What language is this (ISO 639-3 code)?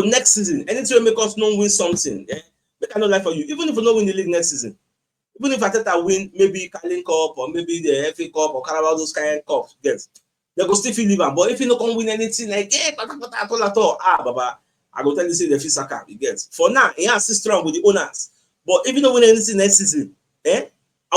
pcm